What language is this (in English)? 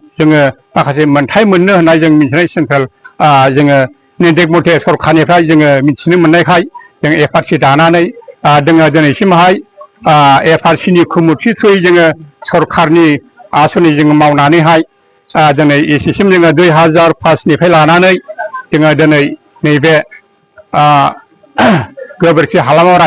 Bodo